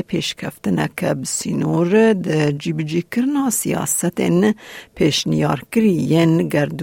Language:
Kurdish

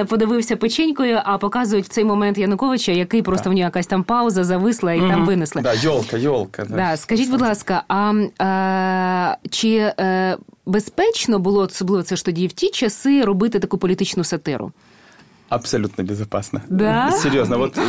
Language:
Ukrainian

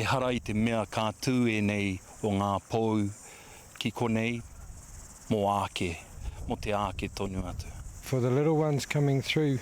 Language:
Māori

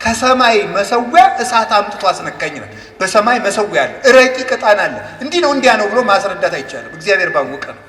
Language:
Amharic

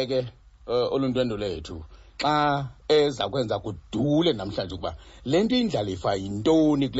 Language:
Xhosa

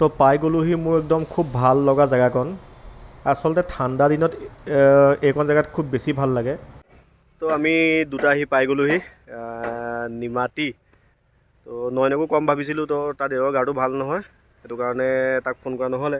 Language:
Assamese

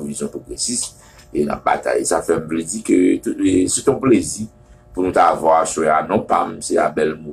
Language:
Haitian Creole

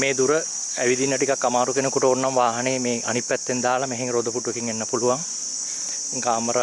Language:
Sinhala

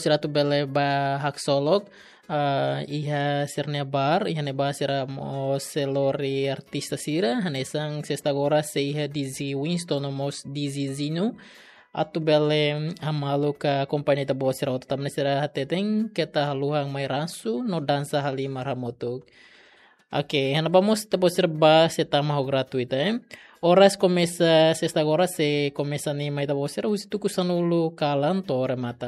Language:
Tetum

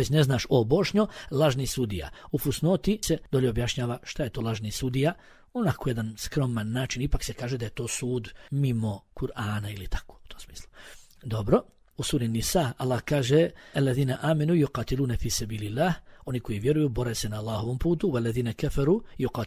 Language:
Bosnian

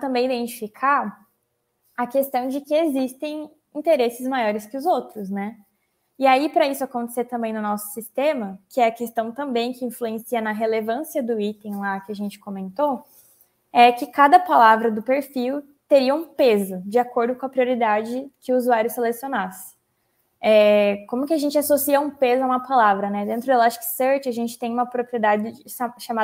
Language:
Portuguese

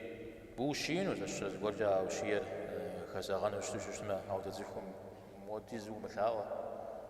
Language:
Kabardian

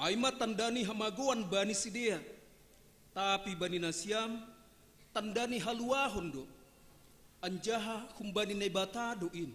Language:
Batak Simalungun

